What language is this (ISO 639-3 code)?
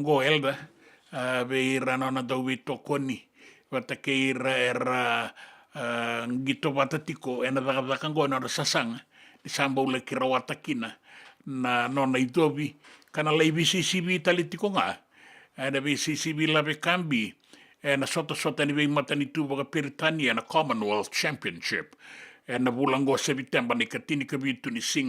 fij